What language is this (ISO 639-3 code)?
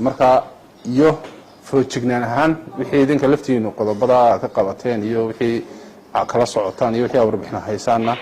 som